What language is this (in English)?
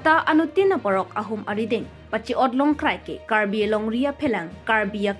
Karbi